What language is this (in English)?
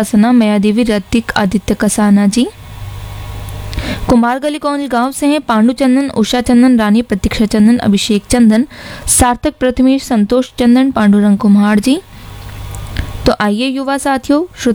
Hindi